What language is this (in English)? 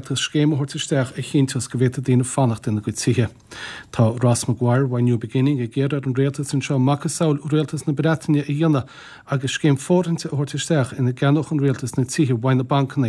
Irish